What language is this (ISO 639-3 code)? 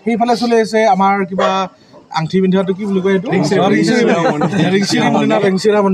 asm